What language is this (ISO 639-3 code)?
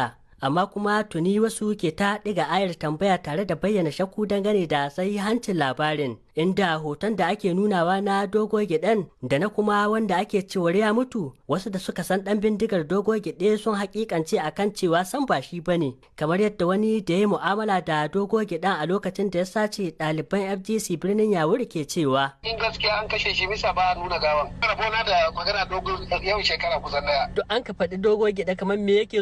hau